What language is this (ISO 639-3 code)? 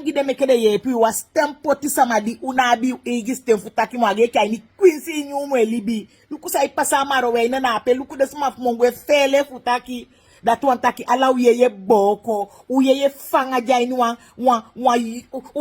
srn